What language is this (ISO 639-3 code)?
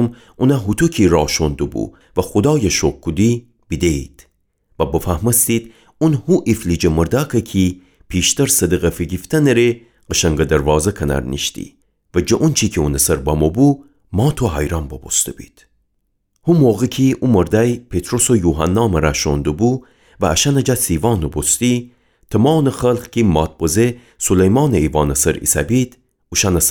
glk